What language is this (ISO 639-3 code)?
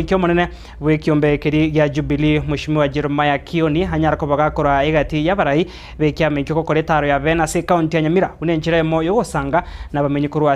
guz